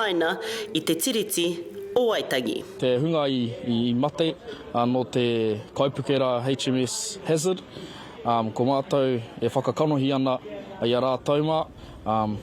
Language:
Māori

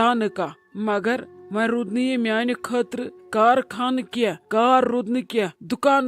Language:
Kashmiri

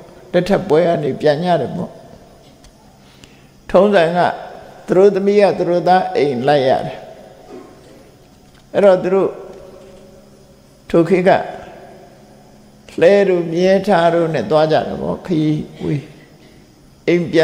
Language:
Burmese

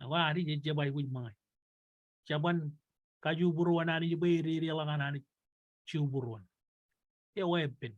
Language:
Marshallese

